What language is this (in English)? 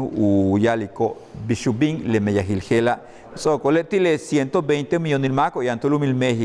Yucateco